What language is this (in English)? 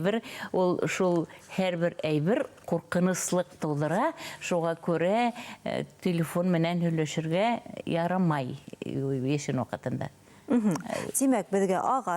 Bashkir